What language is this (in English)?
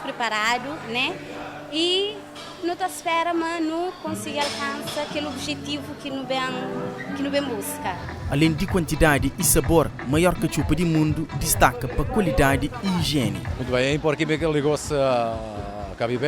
Kabuverdianu